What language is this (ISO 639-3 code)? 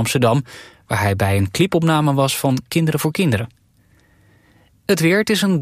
nld